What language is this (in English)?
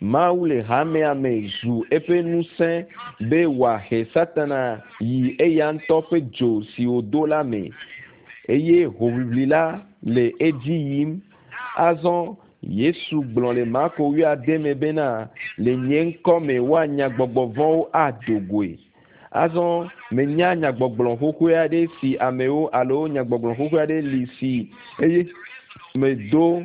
Ewe